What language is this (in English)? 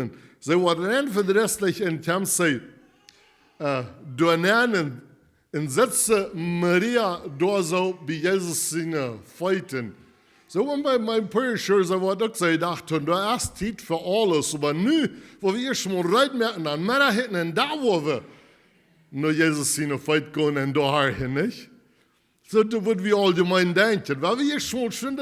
Plautdietsch